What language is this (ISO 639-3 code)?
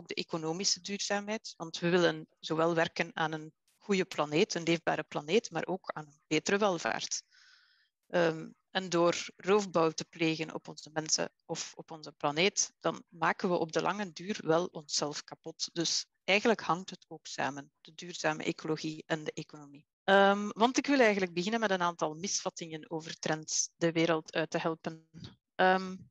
nld